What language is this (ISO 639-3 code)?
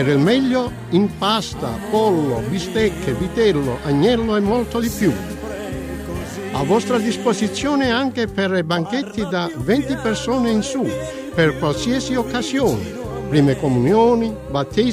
ita